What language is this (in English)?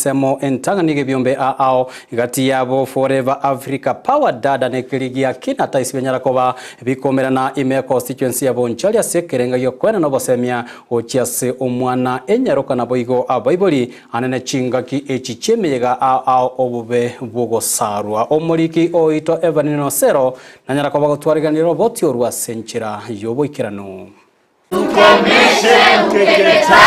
Gusii